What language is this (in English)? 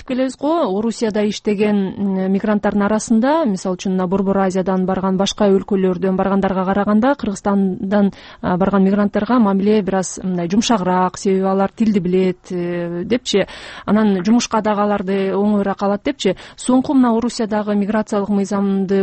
Kyrgyz